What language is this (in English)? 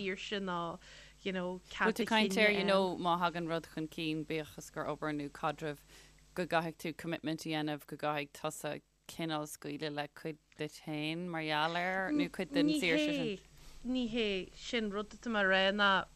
Irish